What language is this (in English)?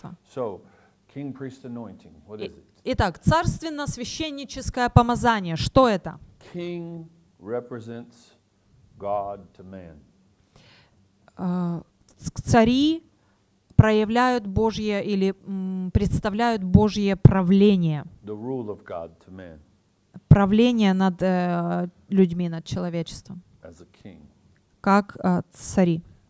Russian